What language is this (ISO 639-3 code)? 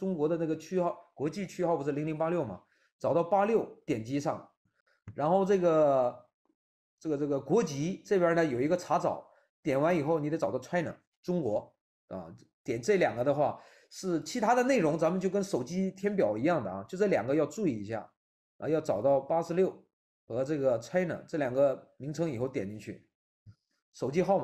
zho